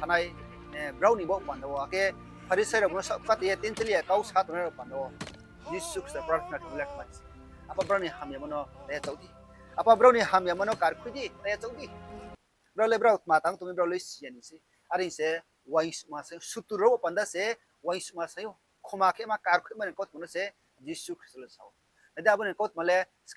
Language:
Riang (India)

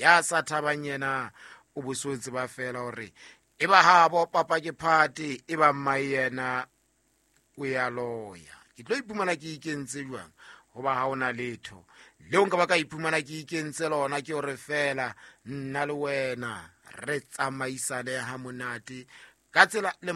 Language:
Southern Sotho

